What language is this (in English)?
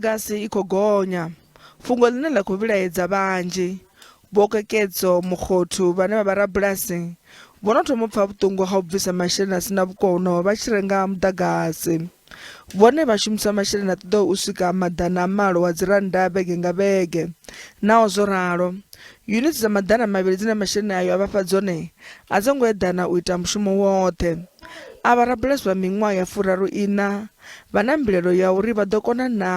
Venda